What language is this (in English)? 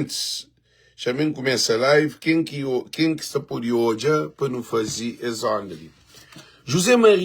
Kabuverdianu